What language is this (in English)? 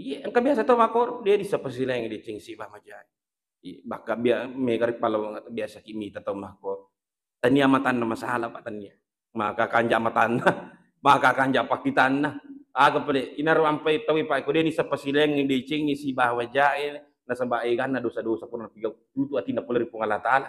Buginese